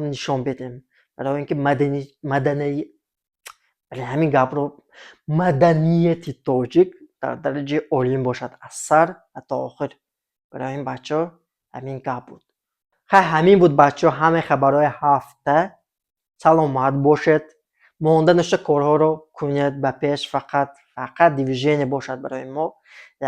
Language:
Tajik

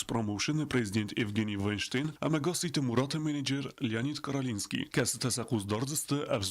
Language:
Ossetic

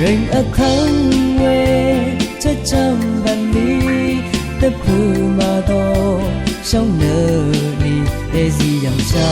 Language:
Rawang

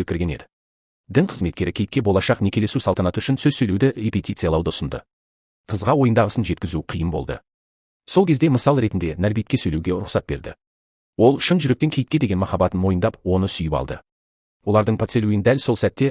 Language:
Kazakh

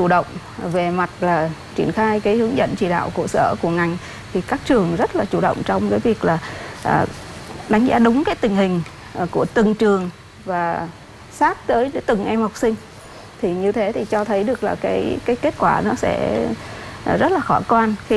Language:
Vietnamese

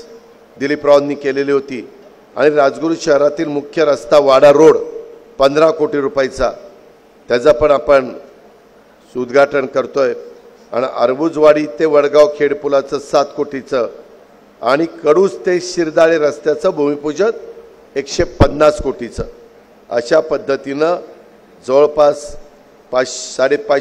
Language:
Marathi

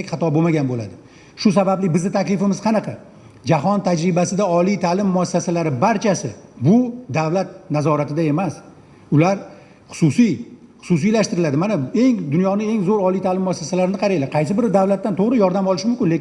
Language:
Uzbek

